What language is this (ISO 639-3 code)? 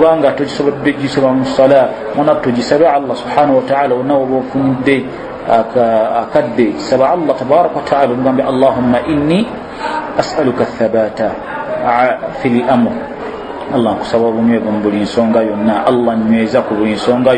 lug